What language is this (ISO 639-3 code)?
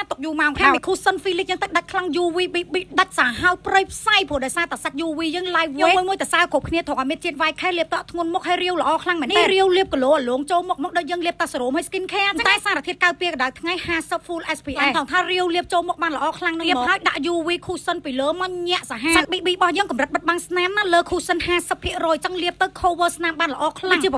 khm